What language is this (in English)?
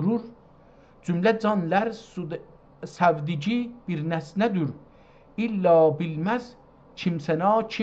South Azerbaijani